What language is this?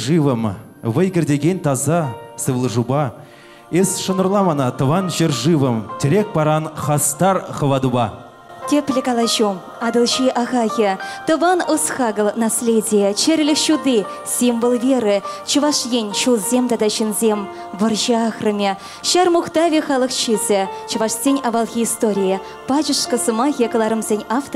Chuvash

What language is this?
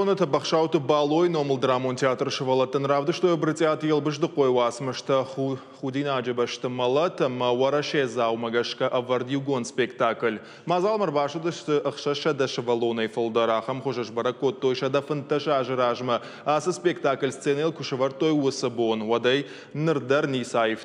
Ossetic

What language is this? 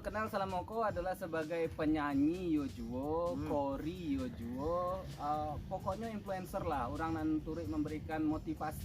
Minangkabau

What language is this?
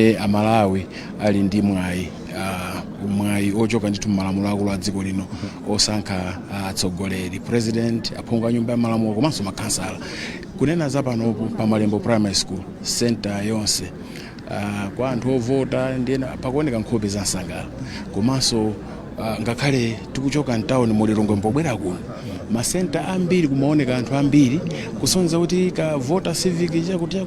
Nyanja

